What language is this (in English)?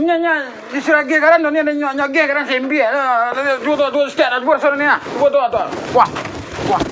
Minangkabau